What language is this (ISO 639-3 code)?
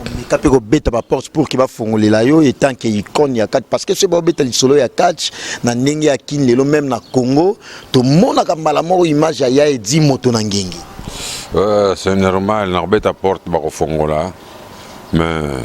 lin